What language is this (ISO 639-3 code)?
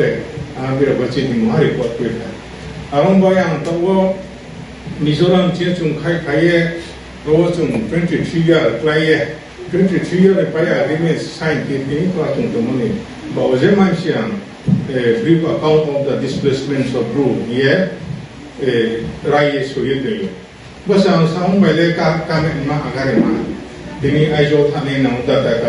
ria